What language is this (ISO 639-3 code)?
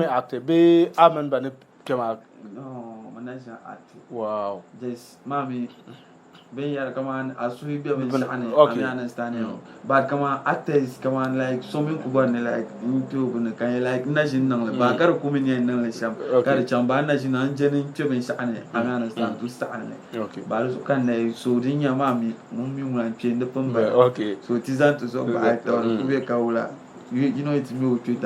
dag